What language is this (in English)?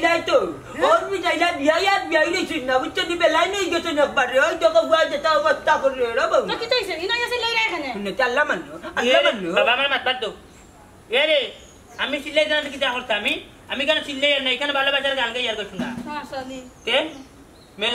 Sylheti